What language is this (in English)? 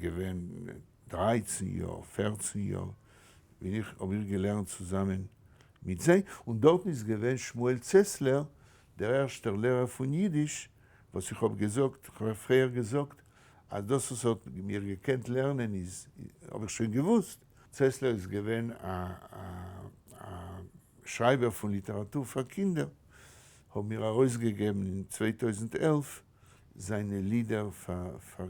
Yiddish